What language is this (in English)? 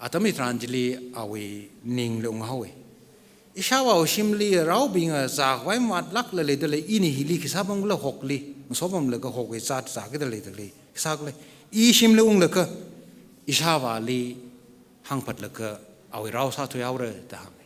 Tangkhul Naga (India)